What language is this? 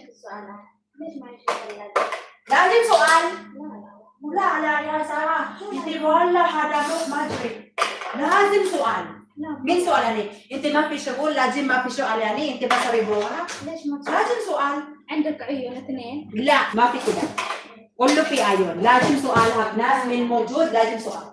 Gulf Arabic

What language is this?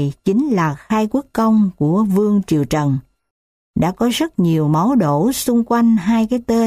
Vietnamese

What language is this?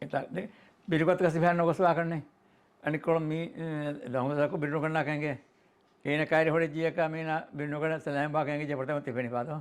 Divehi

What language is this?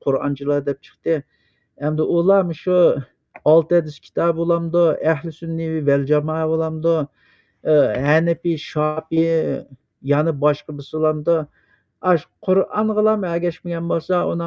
Uyghur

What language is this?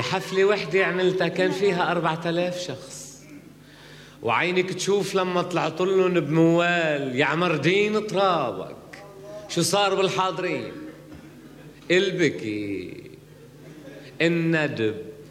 North Levantine Arabic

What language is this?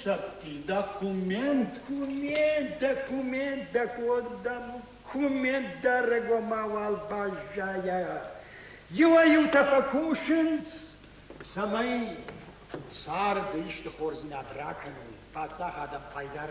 Ossetic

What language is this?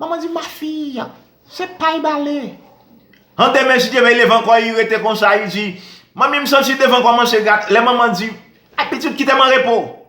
Haitian Creole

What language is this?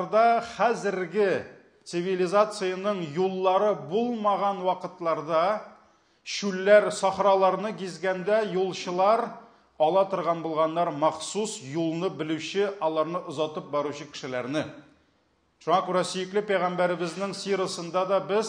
Tatar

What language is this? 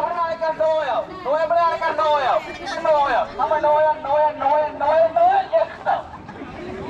Divehi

